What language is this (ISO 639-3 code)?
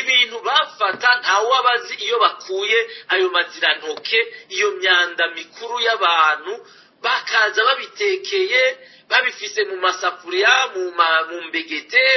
run